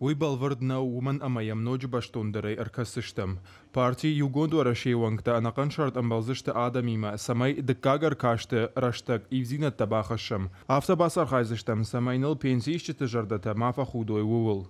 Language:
Ossetic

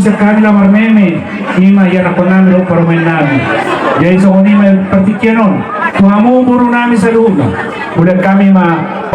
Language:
Batak Toba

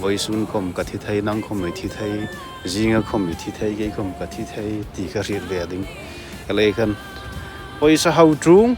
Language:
Hmar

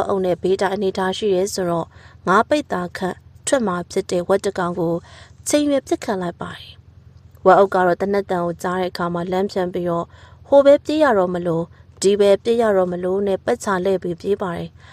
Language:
Burmese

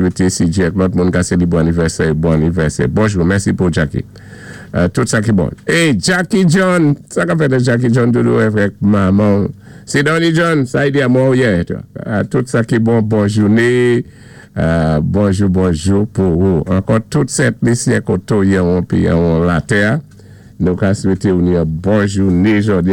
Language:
Saint Lucian Creole French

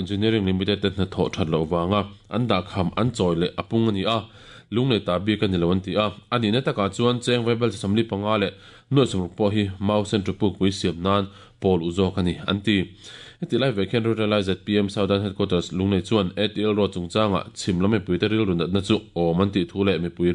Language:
Mizo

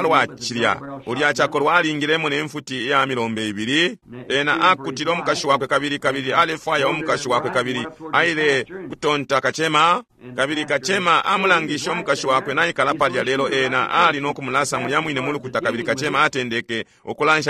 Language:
Bemba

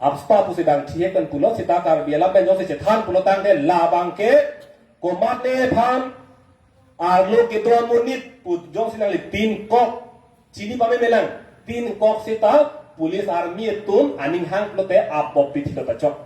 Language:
Karbi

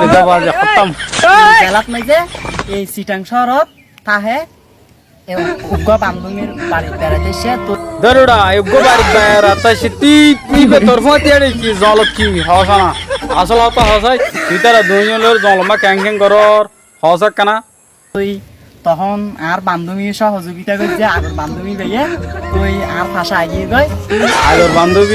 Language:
Rohingya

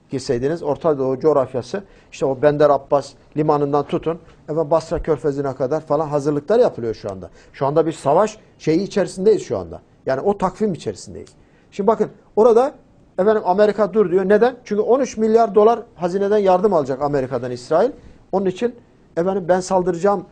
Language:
Turkish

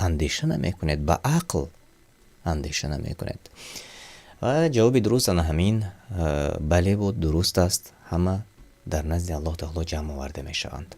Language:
Tajik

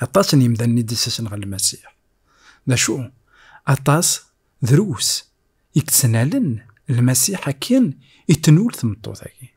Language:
Kabyle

